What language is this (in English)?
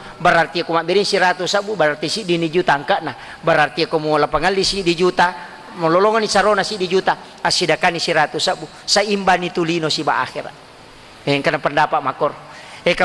Buginese